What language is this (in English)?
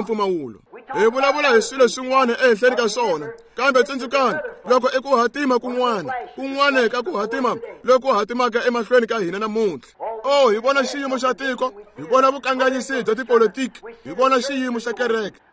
Tsonga